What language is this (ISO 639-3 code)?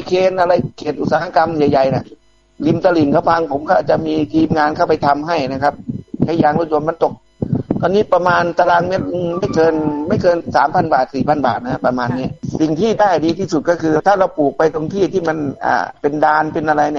tha